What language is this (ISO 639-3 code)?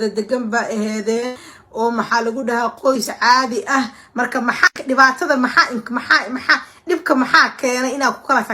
som